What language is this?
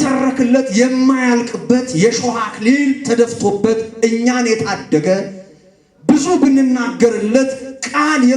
Amharic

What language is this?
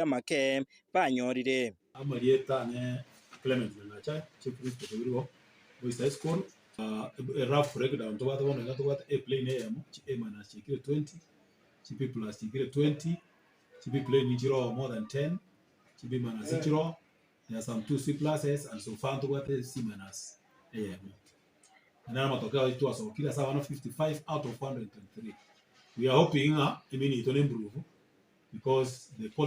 Gusii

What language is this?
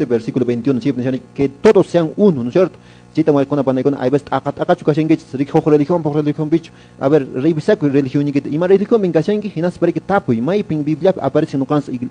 Quechua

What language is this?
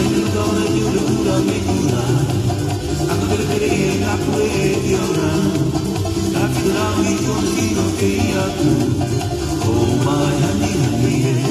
Tongan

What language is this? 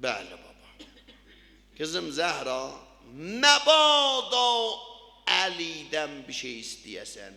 South Azerbaijani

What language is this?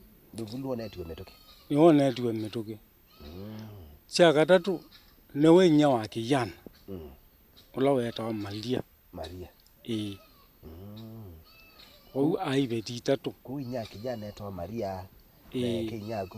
Kamba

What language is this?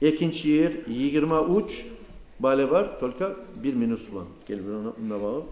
Kumyk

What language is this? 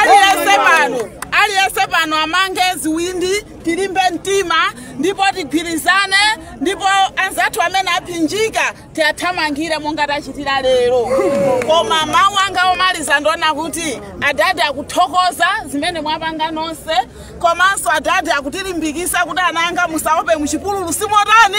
Nyanja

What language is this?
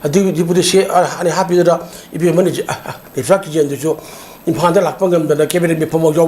Manipuri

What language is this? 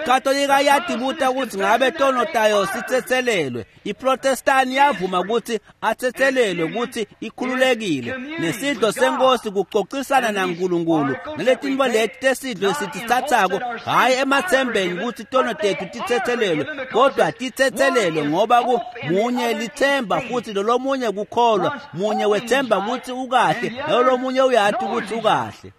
Swati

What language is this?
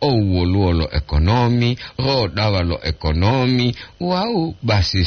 Gorontalo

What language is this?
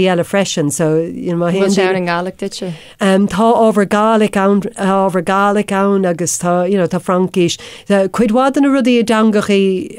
Irish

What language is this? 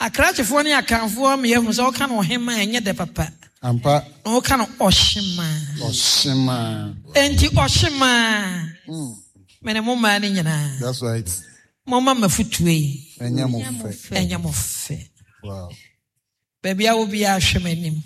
Akan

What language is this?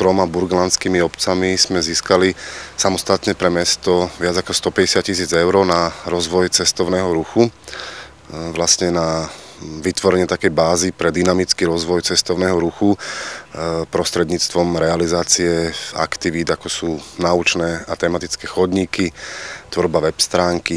Slovak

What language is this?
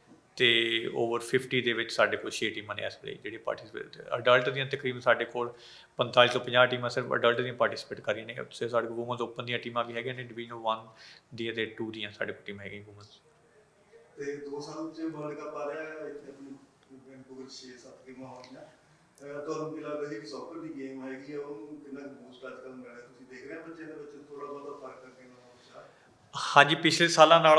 Punjabi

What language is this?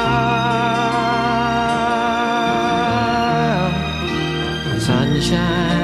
English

